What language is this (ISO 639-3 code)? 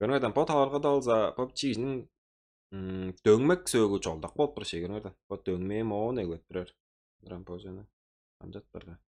tyv